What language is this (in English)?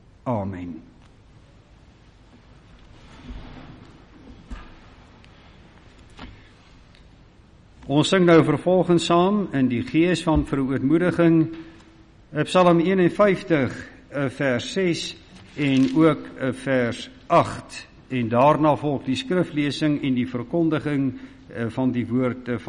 Afrikaans